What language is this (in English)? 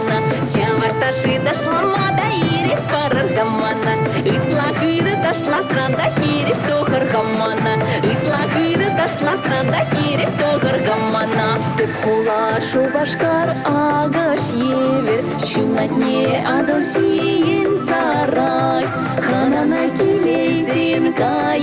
Chuvash